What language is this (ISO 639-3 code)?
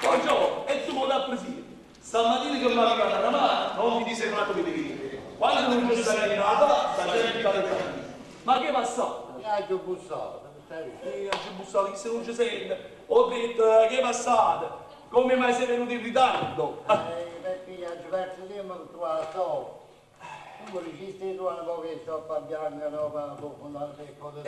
nap